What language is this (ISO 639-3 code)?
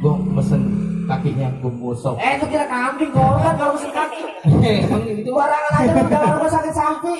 bew